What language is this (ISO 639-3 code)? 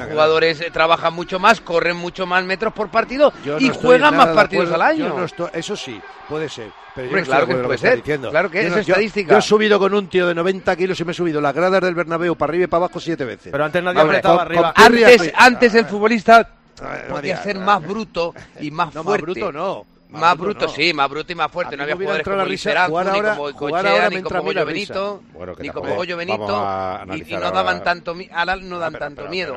spa